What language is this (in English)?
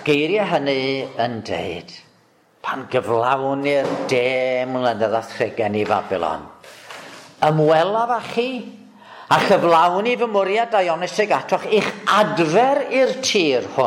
Welsh